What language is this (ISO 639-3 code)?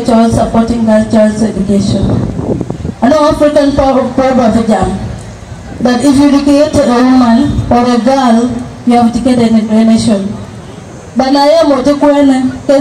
din